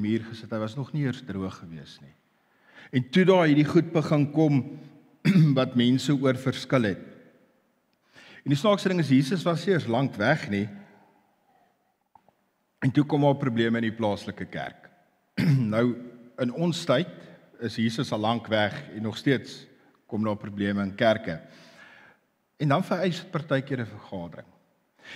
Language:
Afrikaans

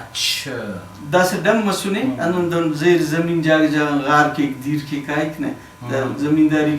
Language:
Brahui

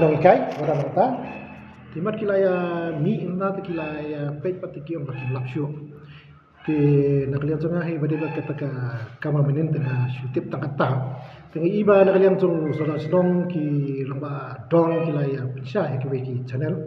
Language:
Khasi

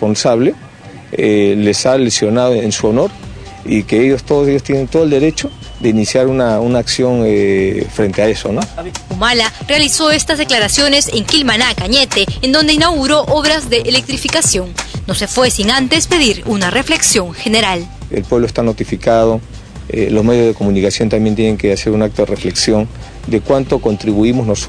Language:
Spanish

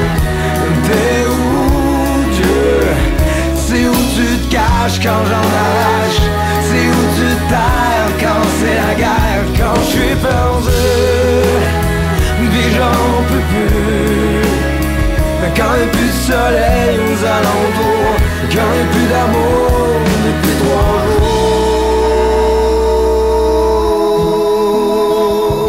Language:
French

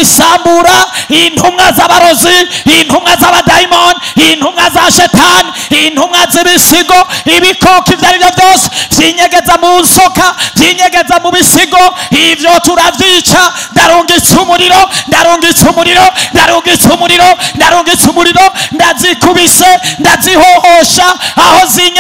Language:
Rundi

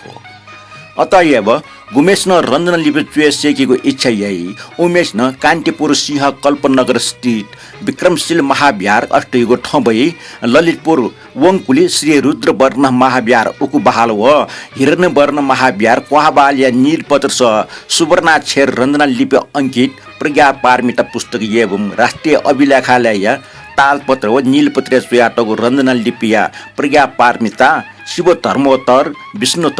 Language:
Newari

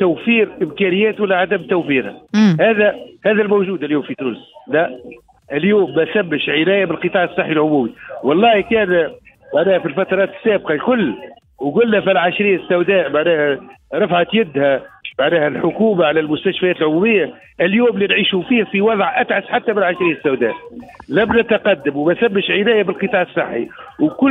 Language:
Tunisian Arabic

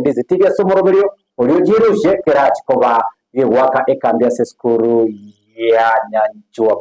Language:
Gusii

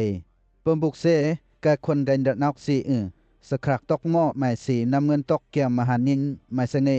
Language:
Western Lawa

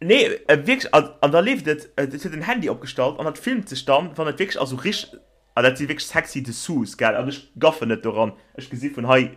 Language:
Luxembourgish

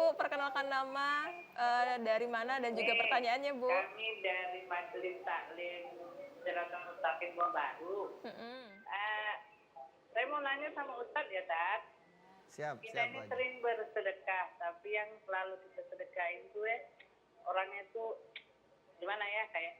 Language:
Musi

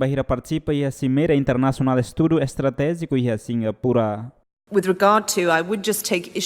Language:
Tetum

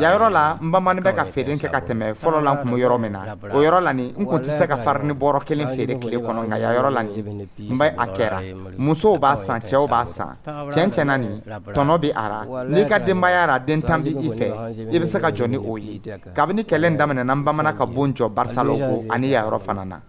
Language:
Dyula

